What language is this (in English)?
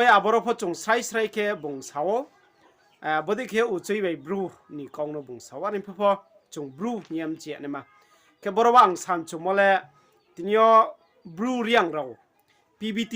Riang (India)